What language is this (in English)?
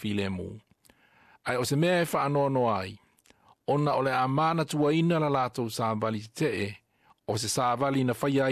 Samoan